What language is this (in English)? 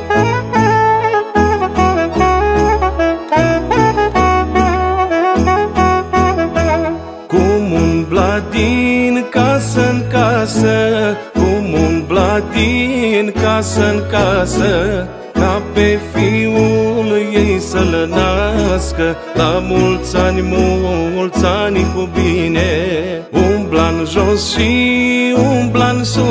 Romanian